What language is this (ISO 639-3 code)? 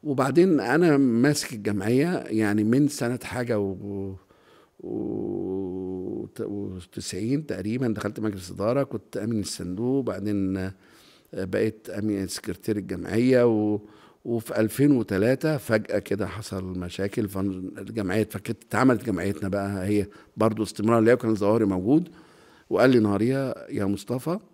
arz